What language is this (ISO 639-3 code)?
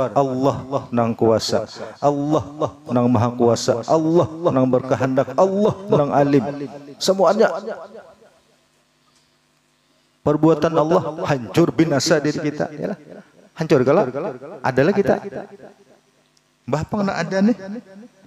bjn